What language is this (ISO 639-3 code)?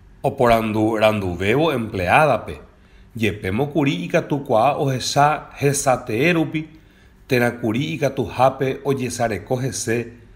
grn